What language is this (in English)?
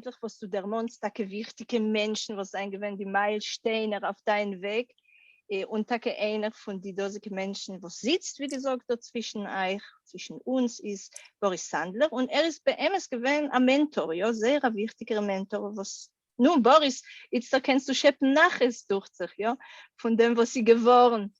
Yiddish